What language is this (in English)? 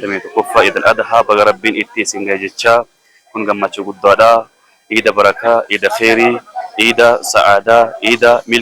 Oromo